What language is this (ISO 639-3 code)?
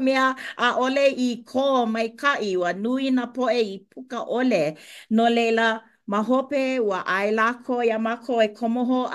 haw